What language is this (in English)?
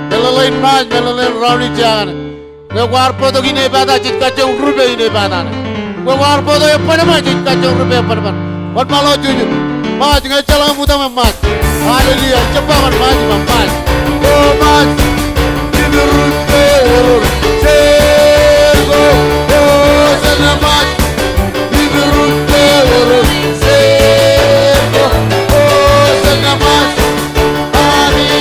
Marshallese